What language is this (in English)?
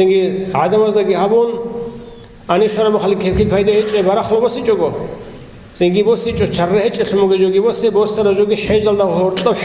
Avaric